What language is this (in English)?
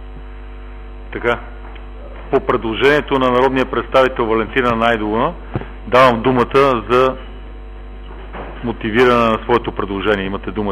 Bulgarian